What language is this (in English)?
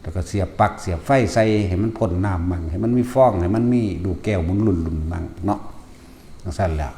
Northeastern Thai